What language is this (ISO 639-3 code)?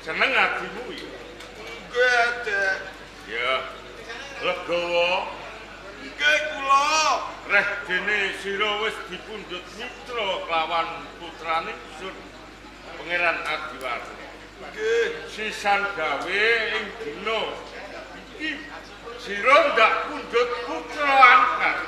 jav